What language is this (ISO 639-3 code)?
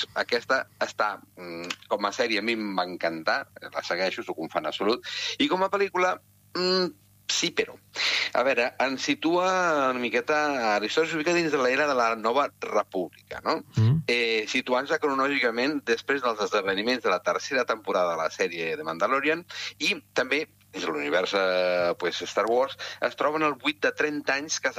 cat